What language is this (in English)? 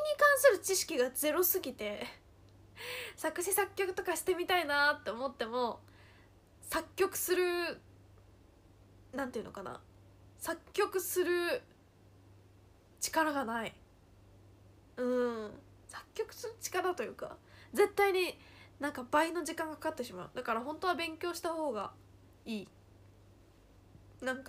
Japanese